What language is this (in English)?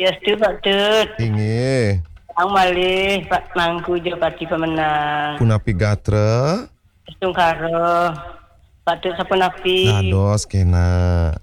Balinese